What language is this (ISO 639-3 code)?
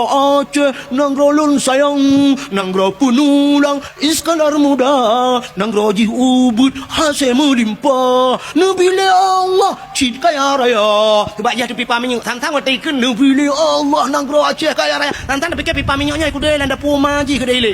ace